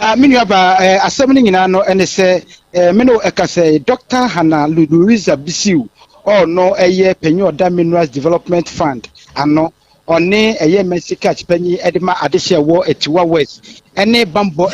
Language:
Akan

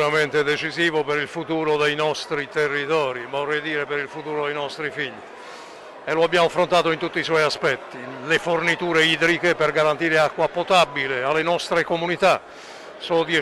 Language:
Italian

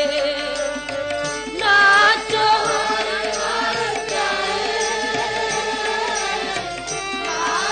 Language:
Punjabi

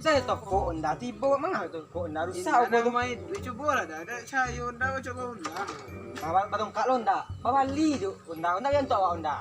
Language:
Minangkabau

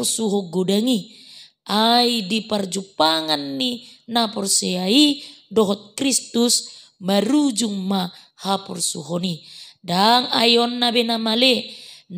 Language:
Batak Toba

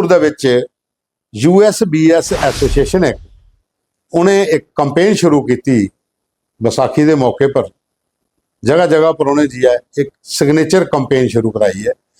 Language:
Dogri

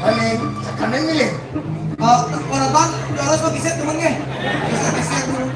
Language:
Balinese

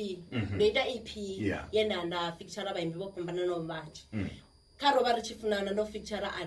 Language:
Venda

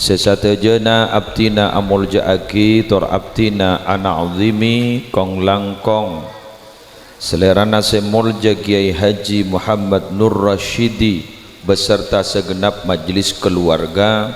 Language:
Madurese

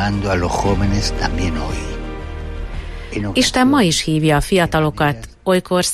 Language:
Hungarian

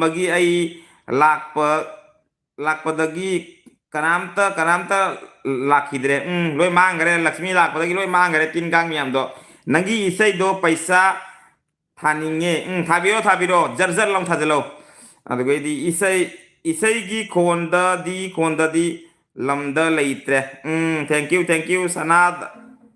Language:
Manipuri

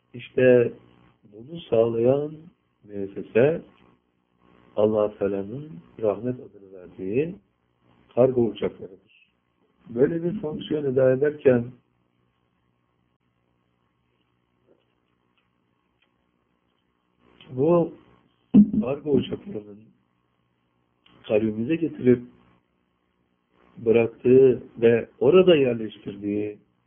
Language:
Turkish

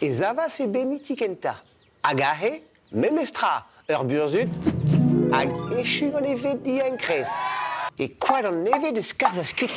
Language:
Breton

